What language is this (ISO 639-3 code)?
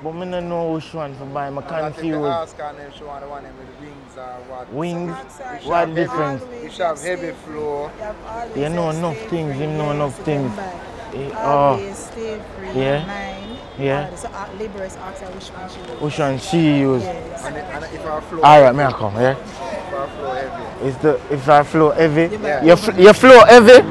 jam